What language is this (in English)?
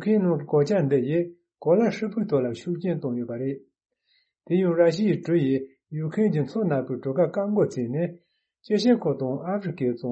Tibetan